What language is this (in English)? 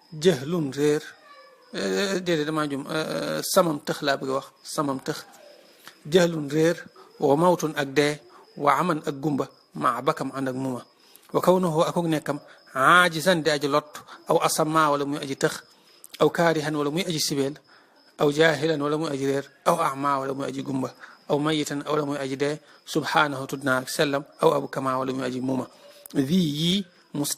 Wolof